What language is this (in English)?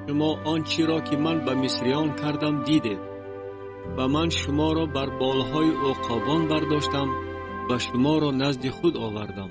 Tajik